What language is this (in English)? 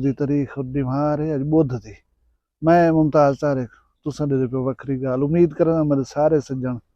Saraiki